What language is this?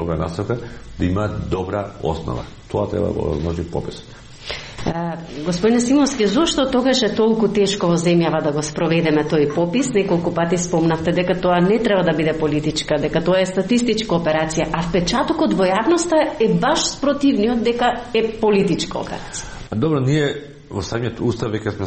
Macedonian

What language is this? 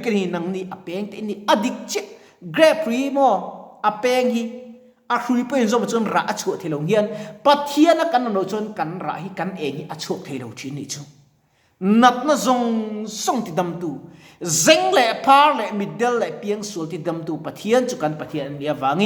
Mizo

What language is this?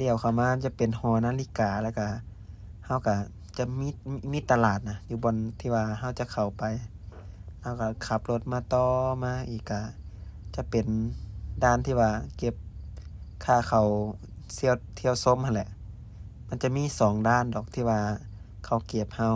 Lao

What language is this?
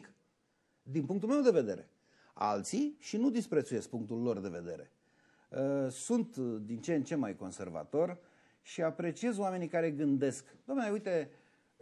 Romanian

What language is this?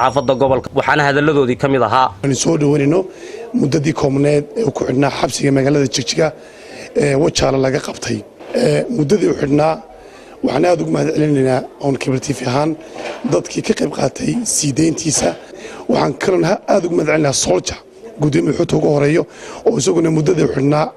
Somali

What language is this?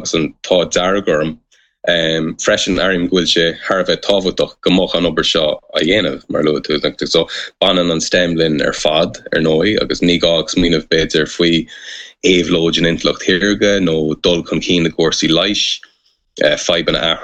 Irish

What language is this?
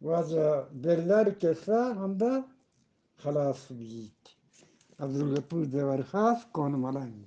Eastern Balochi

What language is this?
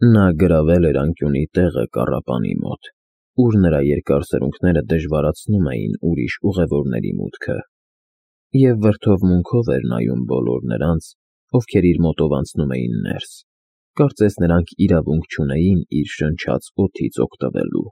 Armenian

